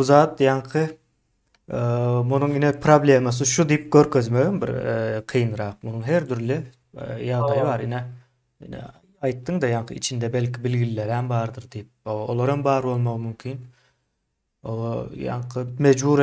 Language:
Turkmen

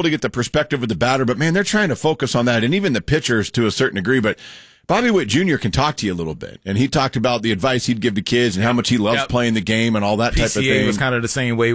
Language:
English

